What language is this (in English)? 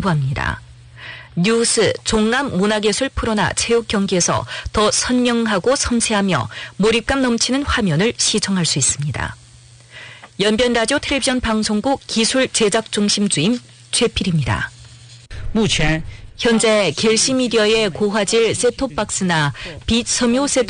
Korean